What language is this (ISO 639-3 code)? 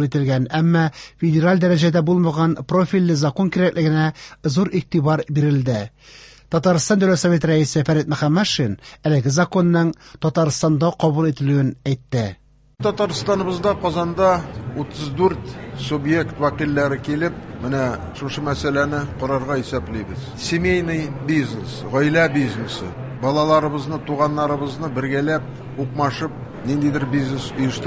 tat